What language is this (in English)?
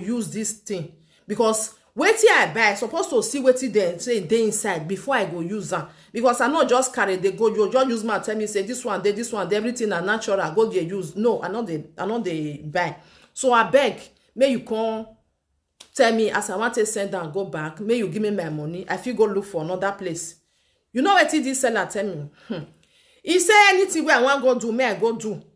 Nigerian Pidgin